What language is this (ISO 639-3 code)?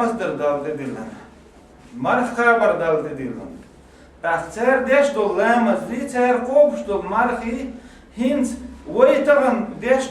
che